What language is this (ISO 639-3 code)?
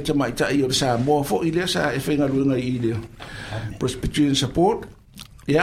smo